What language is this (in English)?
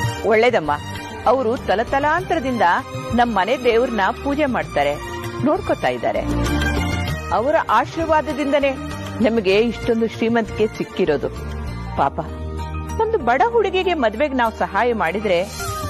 Kannada